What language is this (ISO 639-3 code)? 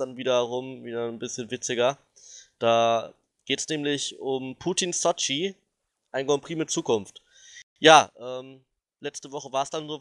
deu